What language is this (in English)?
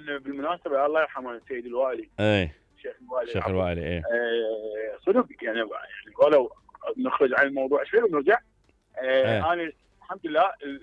Mesopotamian Arabic